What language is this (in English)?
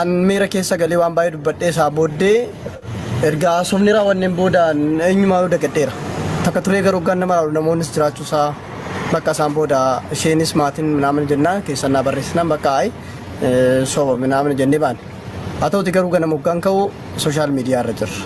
Oromo